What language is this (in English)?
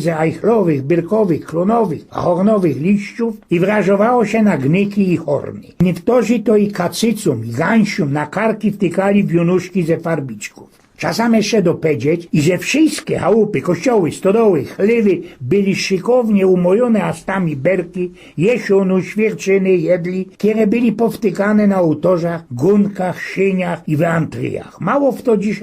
Silesian